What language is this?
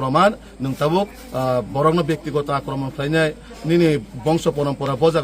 Kok Borok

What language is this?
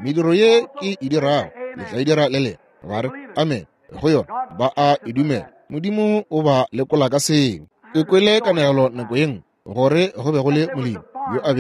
Northern Sotho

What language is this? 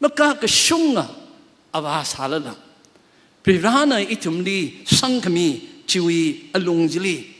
Tangkhul Naga (India)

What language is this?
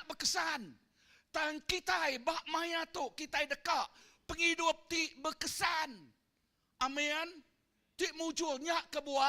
Iban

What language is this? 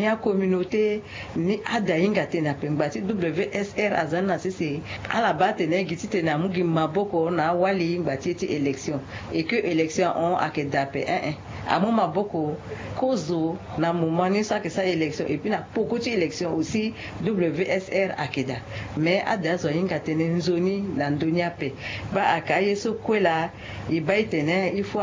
Sango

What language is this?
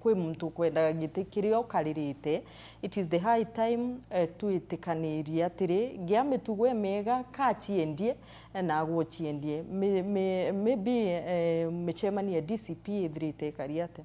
Meru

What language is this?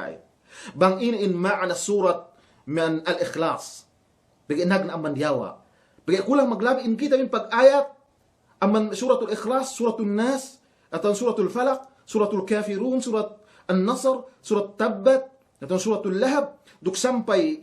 Yakan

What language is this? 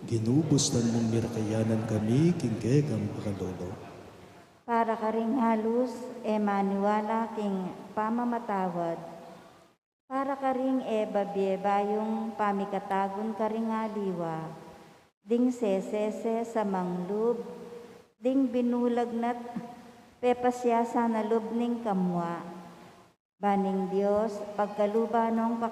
Pampanga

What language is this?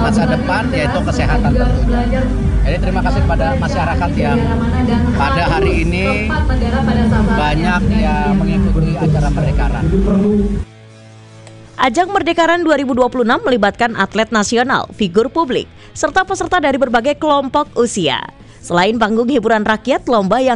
Indonesian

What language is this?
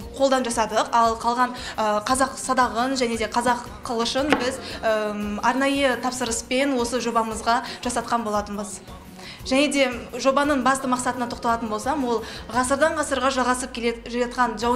Kazakh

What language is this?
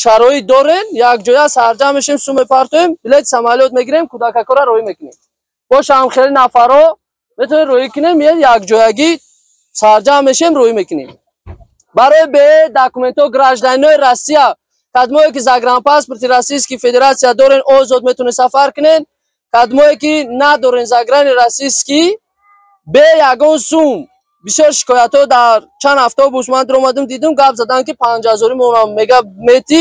Tajik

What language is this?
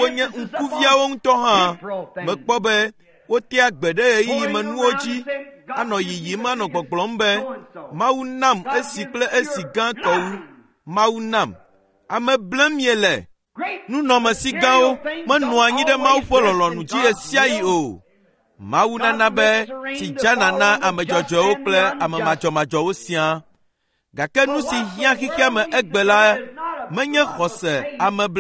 Ewe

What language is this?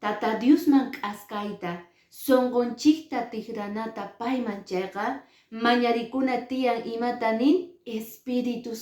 Quechua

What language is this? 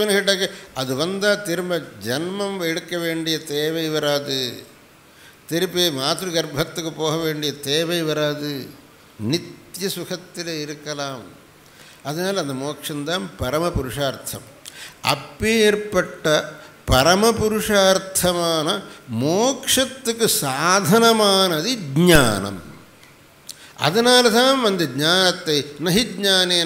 Tamil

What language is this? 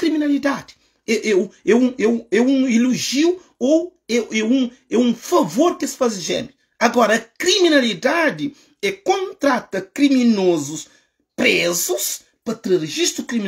Kabuverdianu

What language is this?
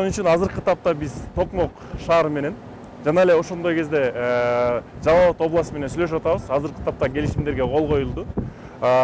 Kyrgyz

